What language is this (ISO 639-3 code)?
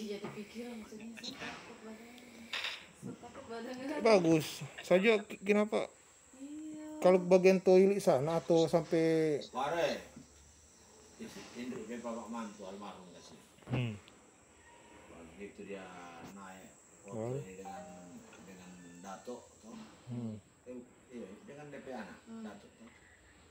ind